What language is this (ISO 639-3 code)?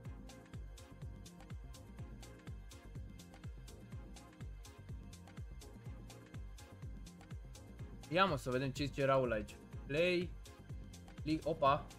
ron